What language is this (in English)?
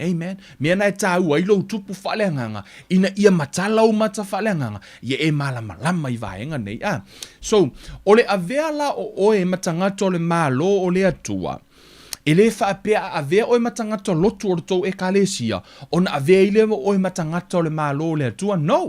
Samoan